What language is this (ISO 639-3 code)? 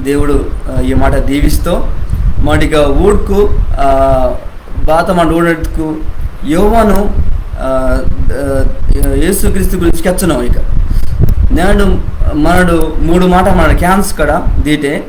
kff